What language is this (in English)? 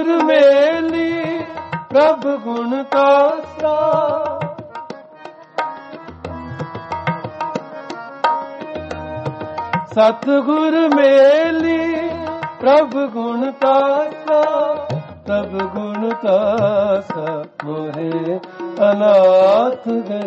Punjabi